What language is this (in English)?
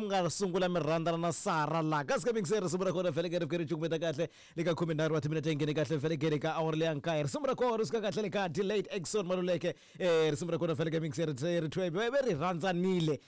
Tsonga